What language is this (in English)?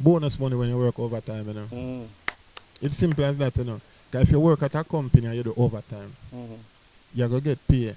Jamaican Creole English